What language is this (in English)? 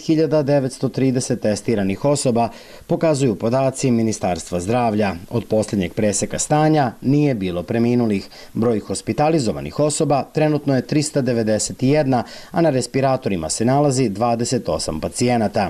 Serbian